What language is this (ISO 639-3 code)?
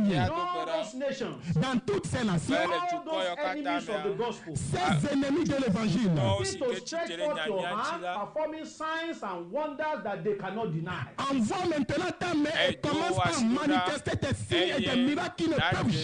ewe